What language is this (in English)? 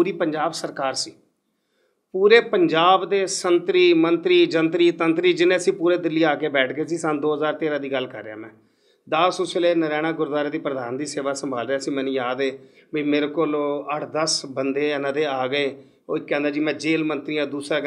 Punjabi